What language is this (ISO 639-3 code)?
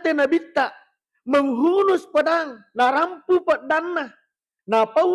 bug